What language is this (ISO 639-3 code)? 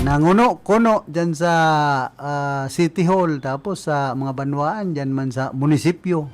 bik